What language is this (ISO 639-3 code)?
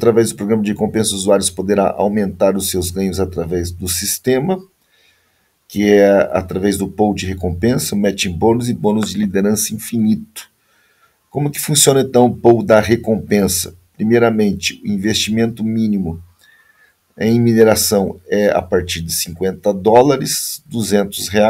por